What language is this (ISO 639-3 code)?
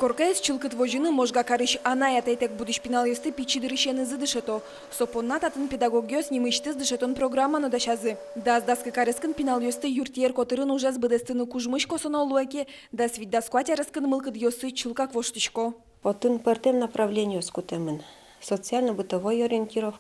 udm